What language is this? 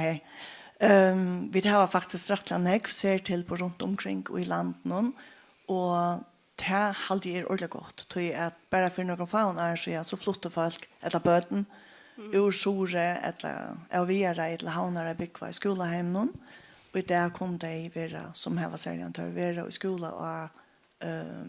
Faroese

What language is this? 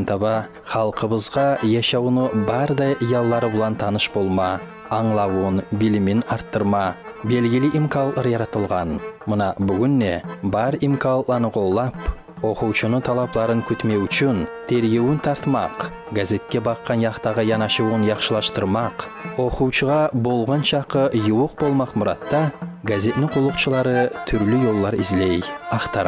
Kumyk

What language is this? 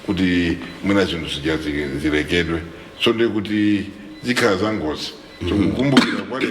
Nyanja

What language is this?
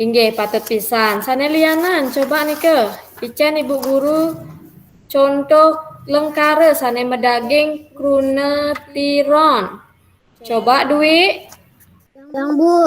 Balinese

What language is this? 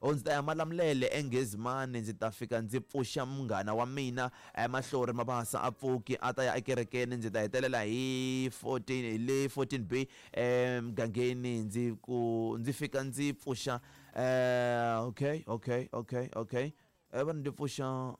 Tsonga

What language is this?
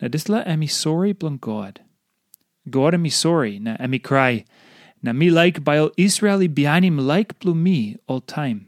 Tok Pisin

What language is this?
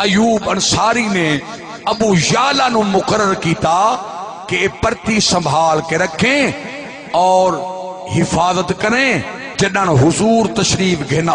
Saraiki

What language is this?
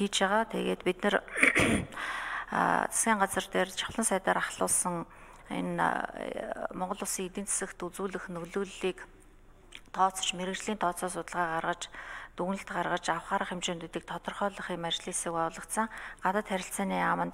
Mongolian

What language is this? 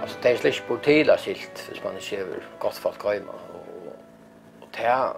Faroese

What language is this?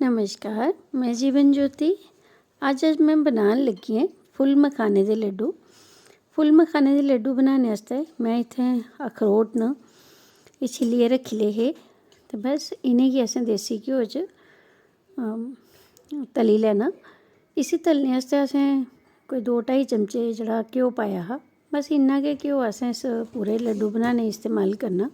Dogri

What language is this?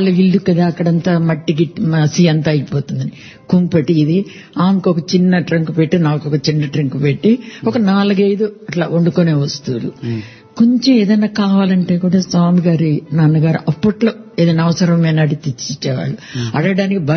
Telugu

